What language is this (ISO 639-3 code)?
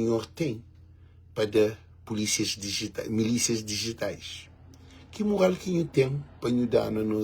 kea